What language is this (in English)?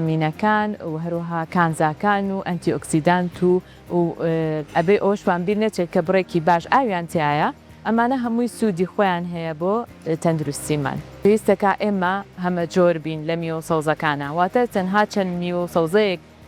Central Kurdish